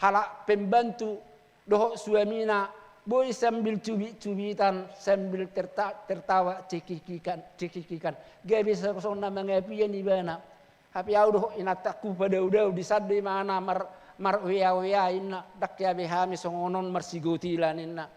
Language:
Batak Toba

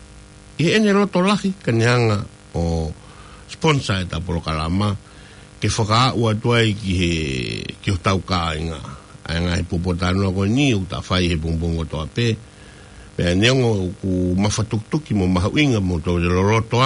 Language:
Tongan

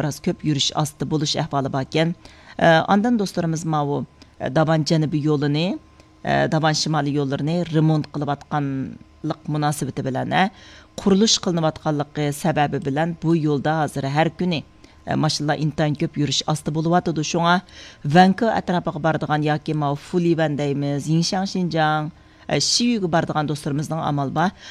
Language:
Uyghur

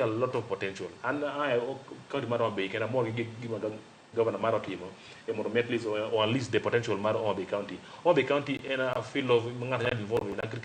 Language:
Luo (Kenya and Tanzania)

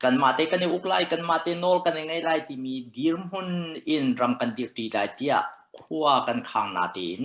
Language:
Hakha Chin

